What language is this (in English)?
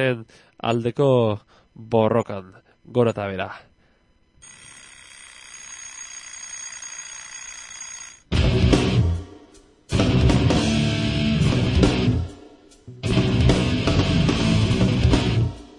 Basque